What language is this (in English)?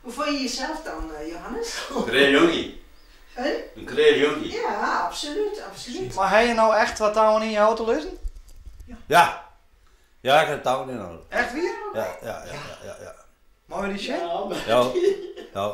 Western Frisian